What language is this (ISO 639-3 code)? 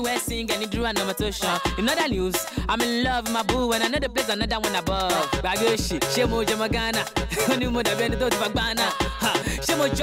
pcm